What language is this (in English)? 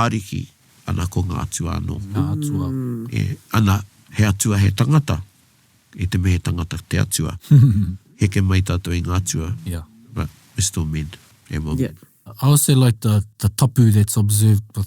Māori